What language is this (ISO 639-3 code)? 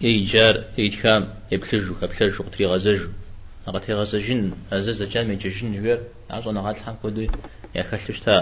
kbd